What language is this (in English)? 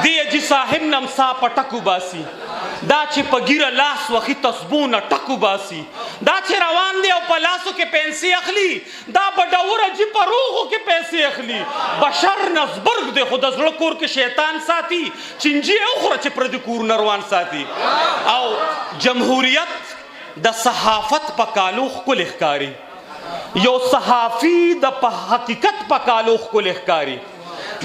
Pashto